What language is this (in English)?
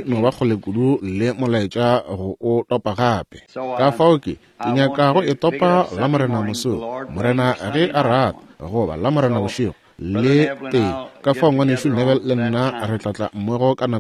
Northern Sotho